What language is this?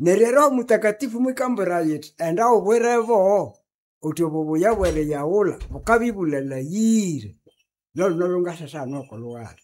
Nande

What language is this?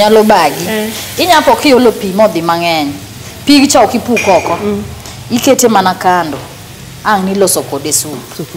Luo (Kenya and Tanzania)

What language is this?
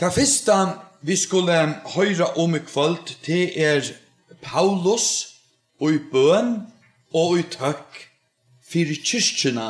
Faroese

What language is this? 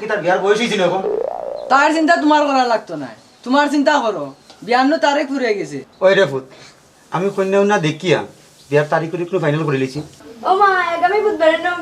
Sylheti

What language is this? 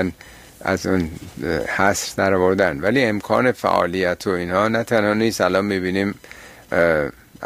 Persian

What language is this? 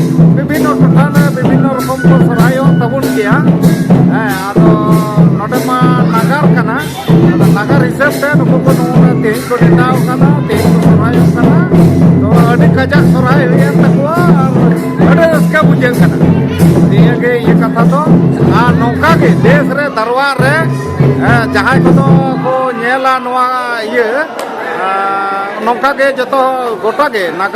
Santali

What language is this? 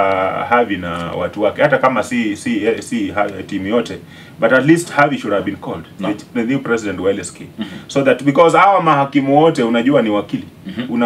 Swahili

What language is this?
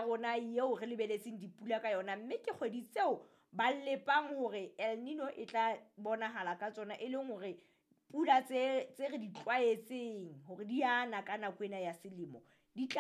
Southern Sotho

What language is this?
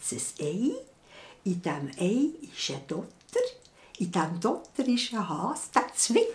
Swiss German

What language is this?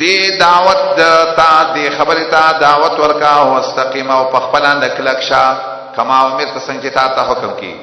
Pashto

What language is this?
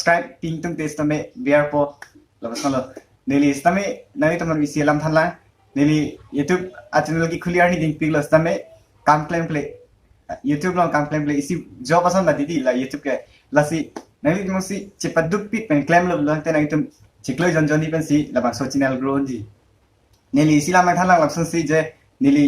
Karbi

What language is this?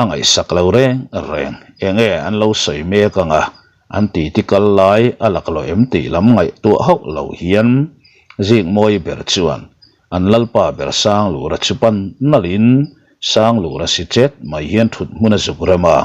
Mizo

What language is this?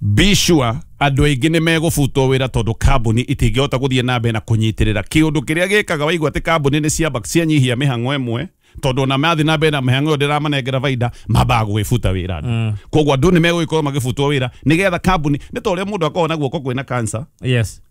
Kikuyu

